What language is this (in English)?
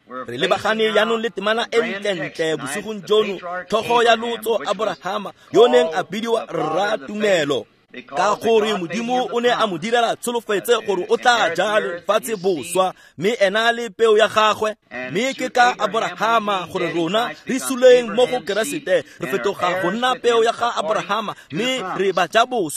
Tswana